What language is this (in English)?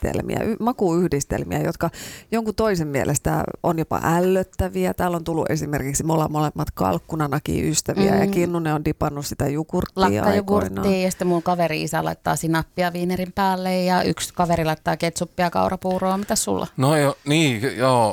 Finnish